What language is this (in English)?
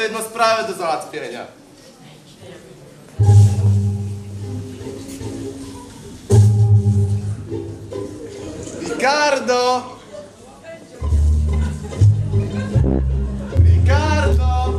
Polish